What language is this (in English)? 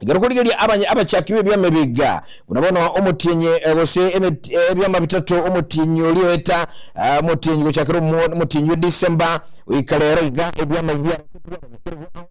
Gusii